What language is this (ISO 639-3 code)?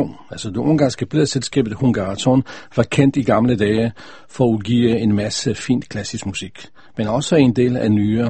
dan